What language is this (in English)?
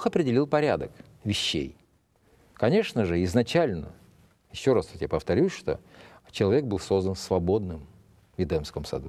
Russian